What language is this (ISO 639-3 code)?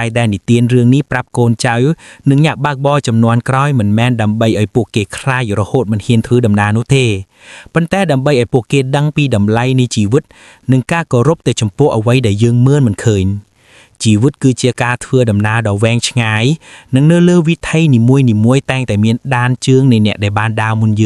khm